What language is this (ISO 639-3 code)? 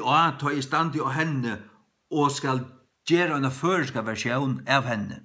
fao